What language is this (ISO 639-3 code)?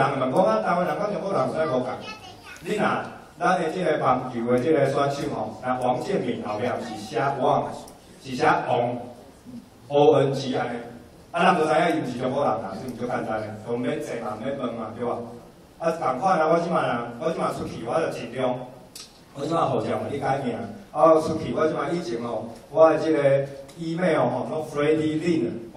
nan